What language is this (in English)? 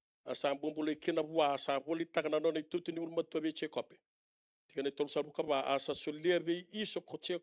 Fijian